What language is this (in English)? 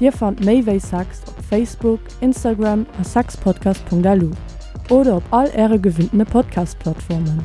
Luxembourgish